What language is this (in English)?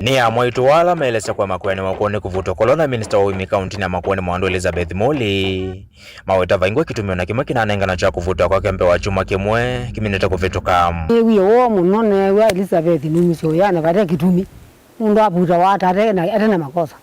Kamba